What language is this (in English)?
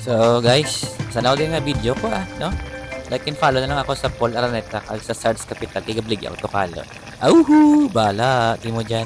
Hiligaynon